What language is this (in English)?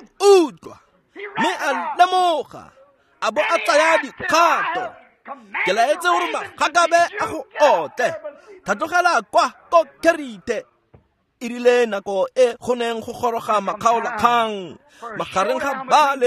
Tswana